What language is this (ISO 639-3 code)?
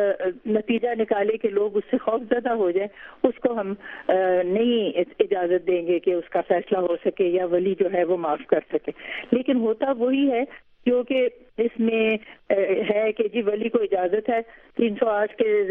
urd